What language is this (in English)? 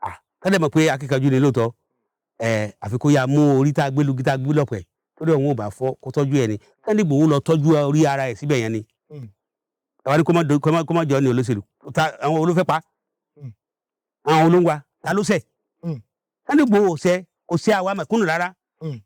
Yoruba